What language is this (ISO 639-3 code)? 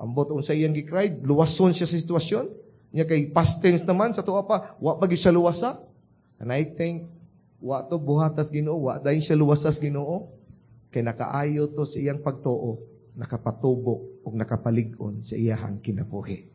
ceb